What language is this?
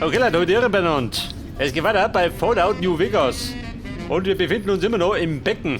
Bavarian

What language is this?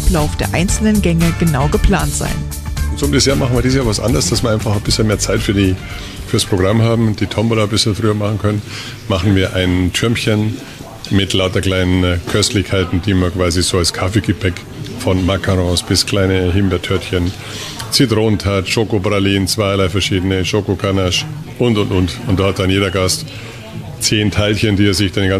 German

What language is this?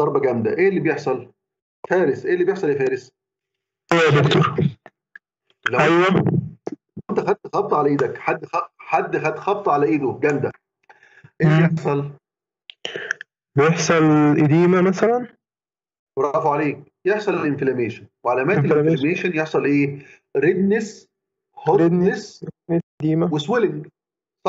Egyptian Arabic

